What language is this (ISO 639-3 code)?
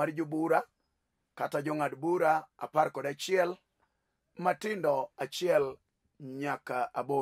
luo